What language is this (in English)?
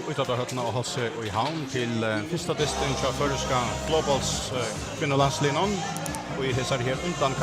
Faroese